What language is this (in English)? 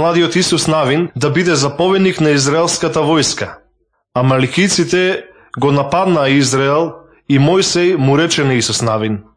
Macedonian